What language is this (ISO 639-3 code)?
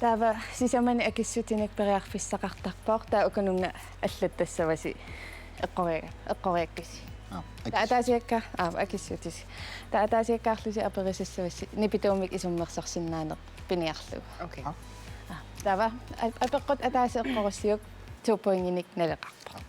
kal